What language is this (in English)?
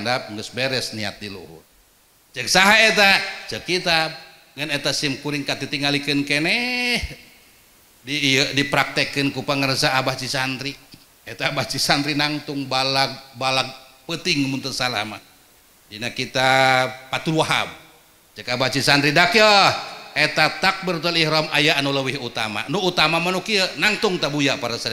Sundanese